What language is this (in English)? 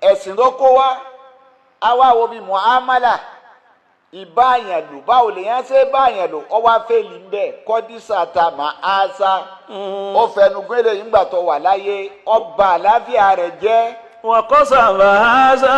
Yoruba